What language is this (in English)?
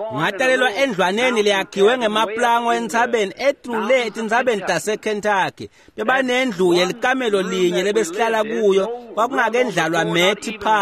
Swati